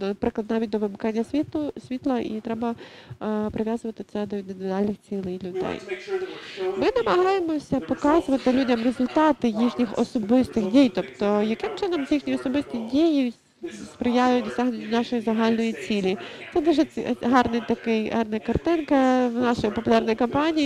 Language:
Ukrainian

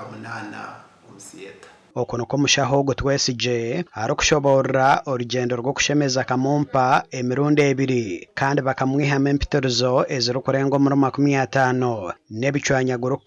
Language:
Nyankole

